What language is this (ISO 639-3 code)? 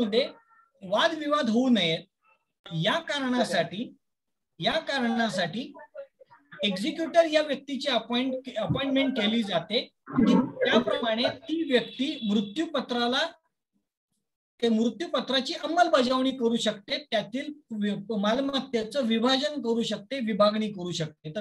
mar